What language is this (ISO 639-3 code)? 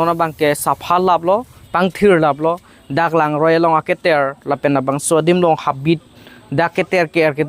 mjw